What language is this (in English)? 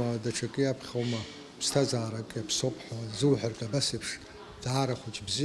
Abkhazian